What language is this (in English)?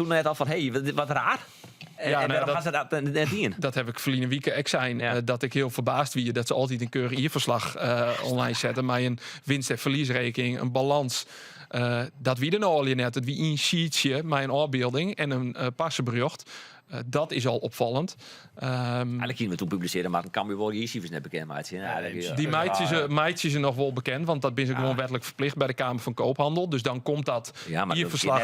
Western Frisian